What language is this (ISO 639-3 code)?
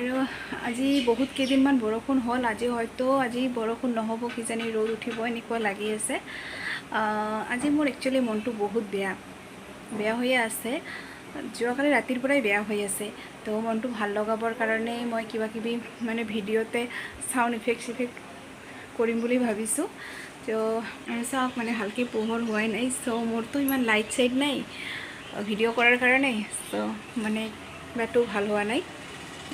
asm